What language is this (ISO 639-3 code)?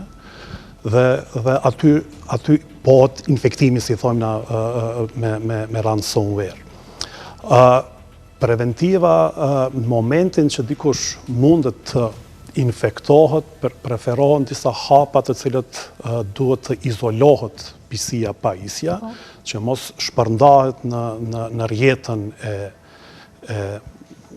sqi